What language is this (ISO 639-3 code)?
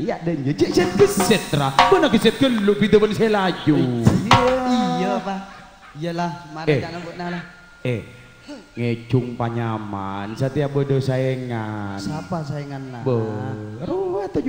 mad